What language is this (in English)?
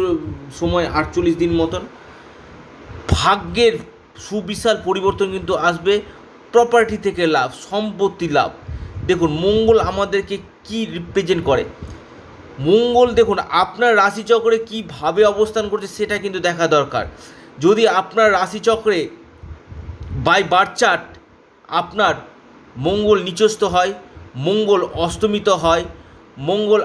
Bangla